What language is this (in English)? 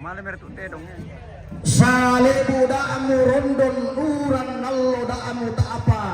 Toraja-Sa'dan